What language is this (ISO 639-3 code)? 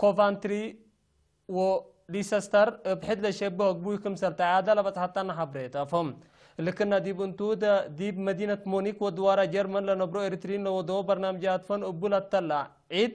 tig